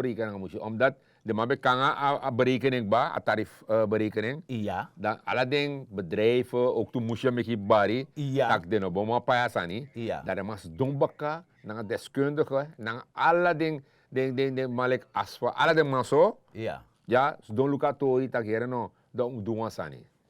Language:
Sranan Tongo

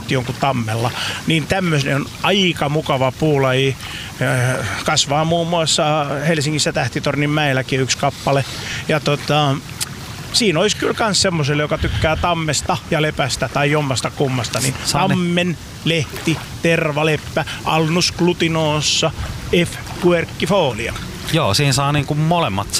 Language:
Finnish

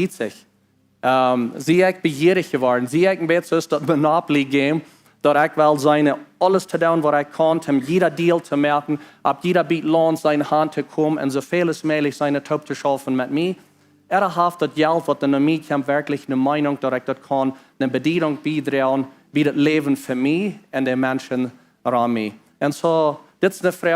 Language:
Plautdietsch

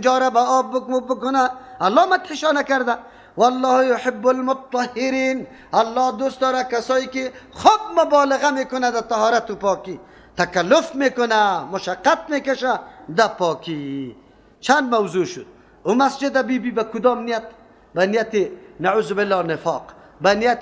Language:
Persian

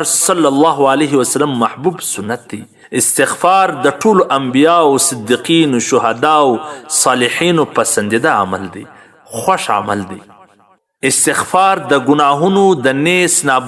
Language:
Pashto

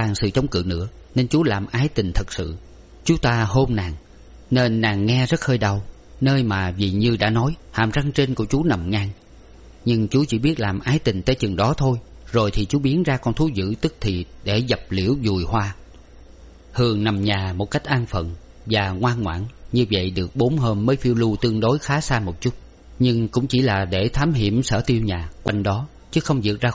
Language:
Vietnamese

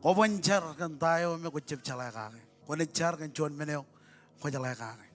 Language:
Marshallese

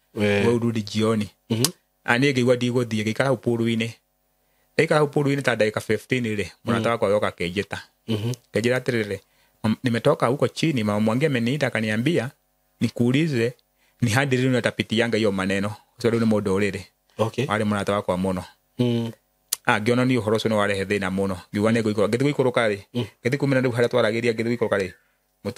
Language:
Kikuyu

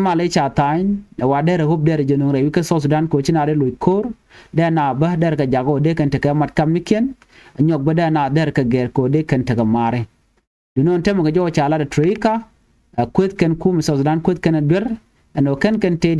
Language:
Nuer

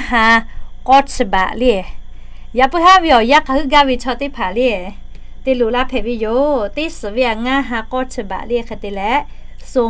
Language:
Lahu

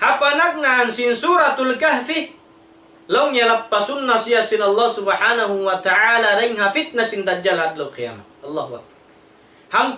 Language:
Tausug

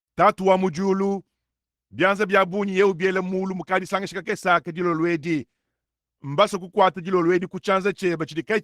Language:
Luba-Lulua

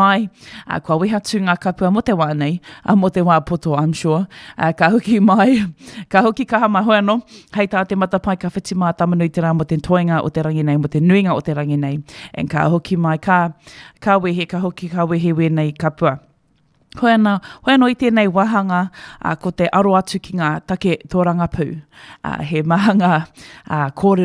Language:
Māori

